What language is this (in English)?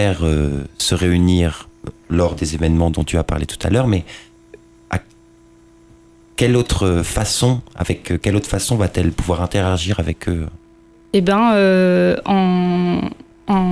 French